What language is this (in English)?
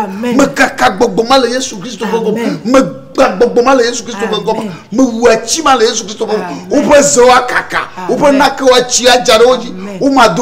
Ewe